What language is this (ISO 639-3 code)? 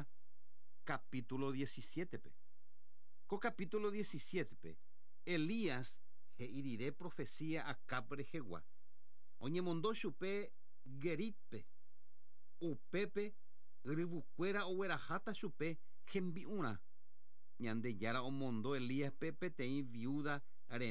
grn